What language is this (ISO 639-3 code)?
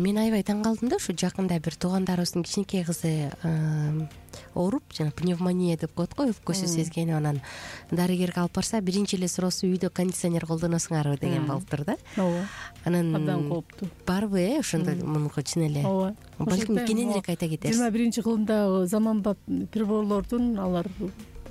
kir